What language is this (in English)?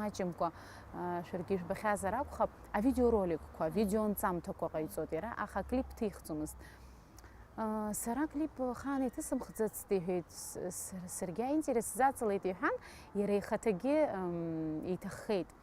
Abkhazian